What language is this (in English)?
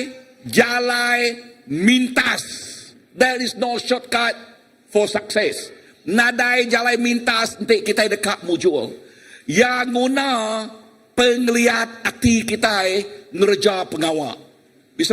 Iban